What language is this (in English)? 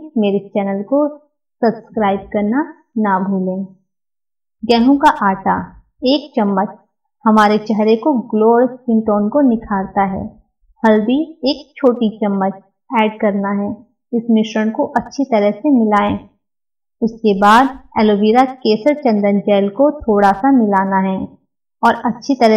Hindi